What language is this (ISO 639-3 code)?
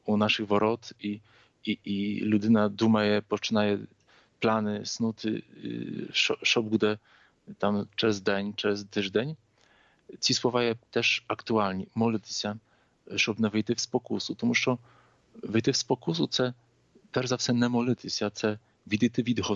ukr